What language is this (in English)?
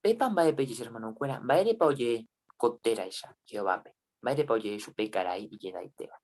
Guarani